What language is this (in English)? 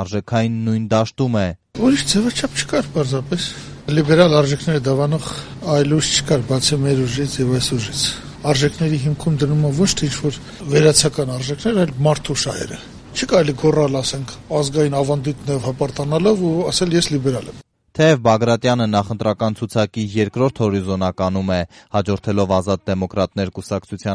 Armenian